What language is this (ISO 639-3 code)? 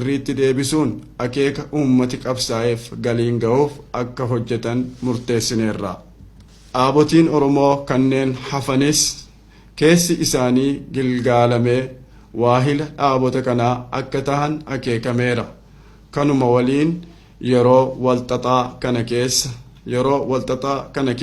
orm